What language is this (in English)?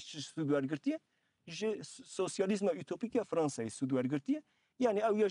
Kurdish